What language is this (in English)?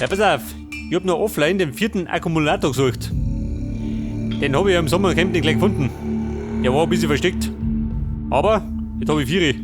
Bavarian